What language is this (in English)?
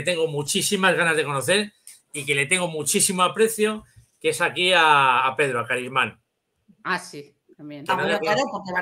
Spanish